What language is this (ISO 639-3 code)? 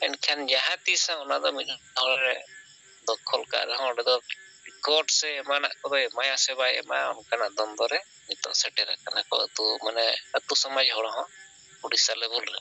sat